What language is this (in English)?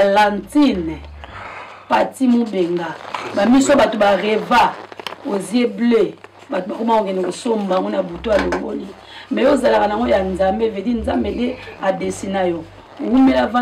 Lingala